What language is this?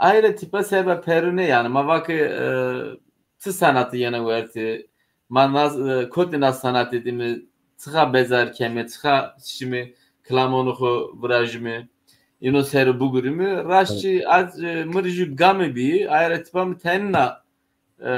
Zaza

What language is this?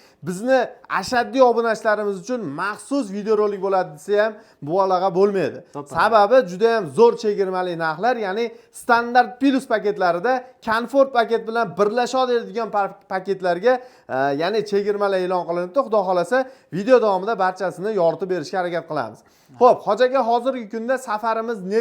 Uzbek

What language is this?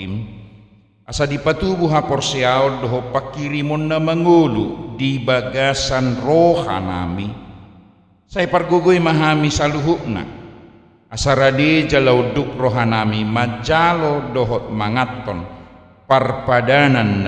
Batak Toba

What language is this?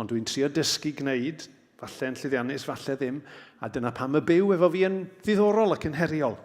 Welsh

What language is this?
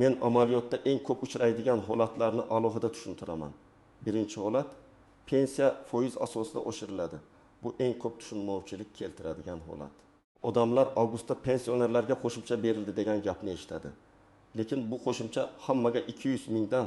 Uzbek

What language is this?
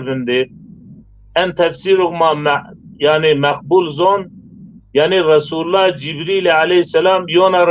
Zaza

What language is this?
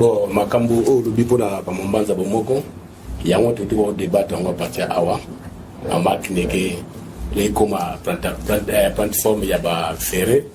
Lingala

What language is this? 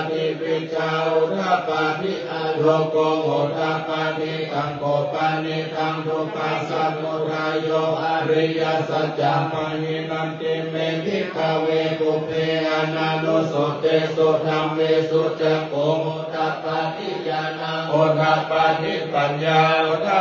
Pali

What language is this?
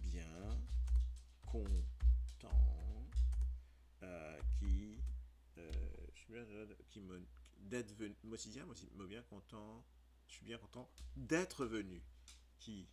Morisyen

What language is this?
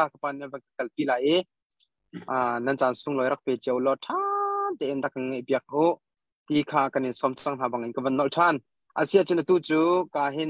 Hakha Chin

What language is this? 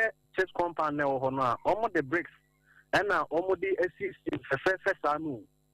Akan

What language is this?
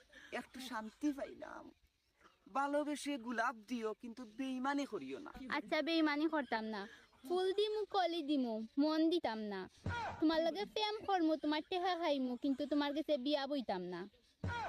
Sylheti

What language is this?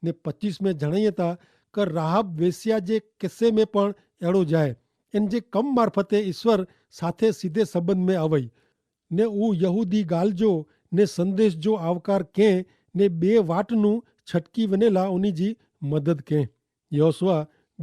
Kachhi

